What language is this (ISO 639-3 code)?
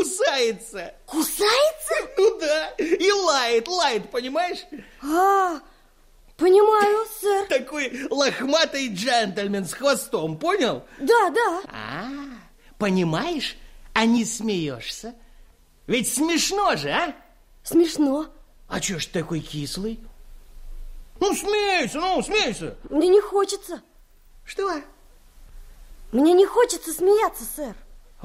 rus